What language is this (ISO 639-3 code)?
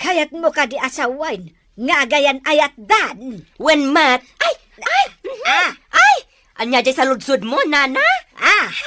ilo